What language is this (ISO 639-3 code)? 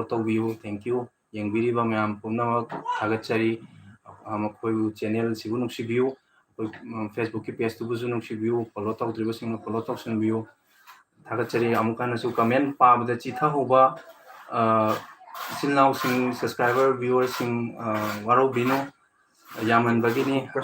mni